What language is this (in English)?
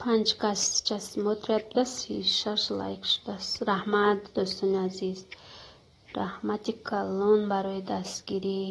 Tajik